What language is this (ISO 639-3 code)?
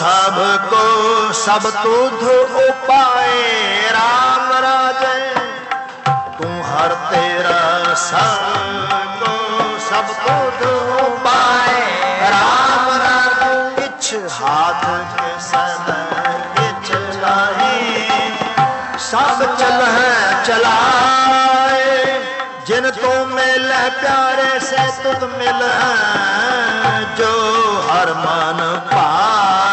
pan